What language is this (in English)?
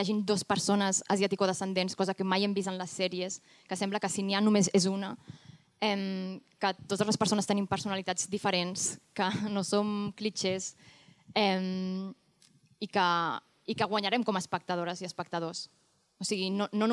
Catalan